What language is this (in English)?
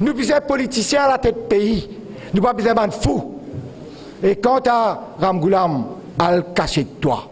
Morisyen